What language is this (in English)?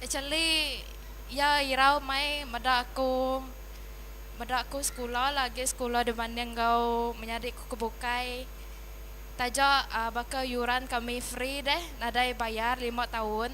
Iban